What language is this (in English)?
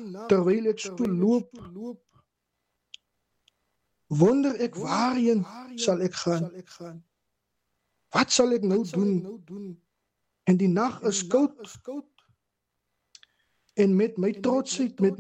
Afrikaans